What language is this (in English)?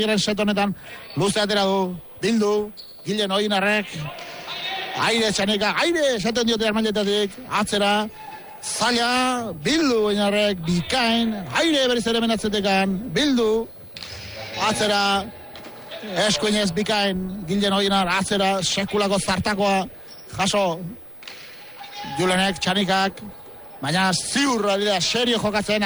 Basque